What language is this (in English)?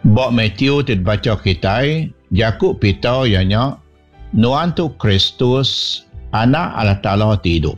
Iban